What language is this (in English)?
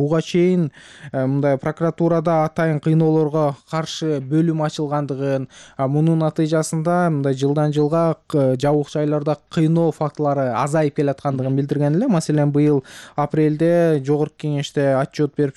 Kyrgyz